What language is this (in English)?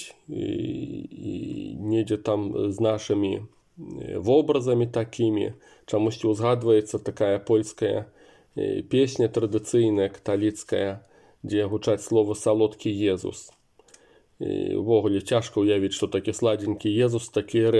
Belarusian